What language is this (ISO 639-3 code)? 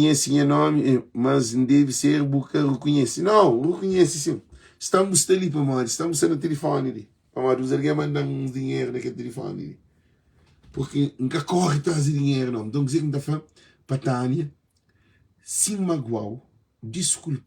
kea